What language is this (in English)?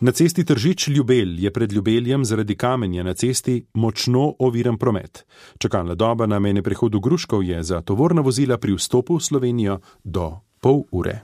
Slovenian